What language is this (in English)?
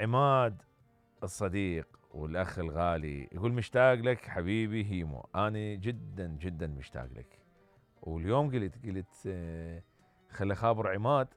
Mesopotamian Arabic